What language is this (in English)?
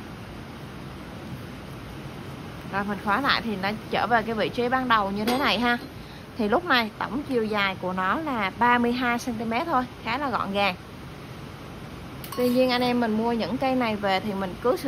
Vietnamese